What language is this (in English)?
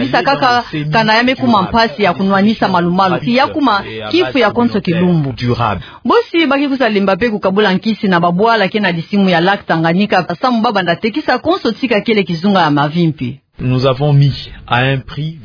Kituba (Democratic Republic of Congo)